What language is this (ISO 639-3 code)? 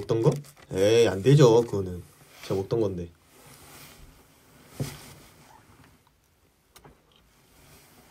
kor